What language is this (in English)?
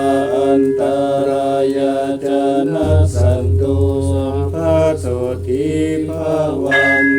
Pali